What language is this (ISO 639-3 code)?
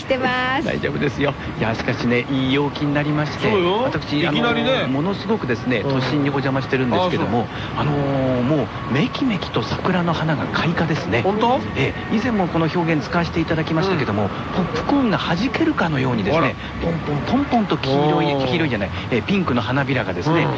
jpn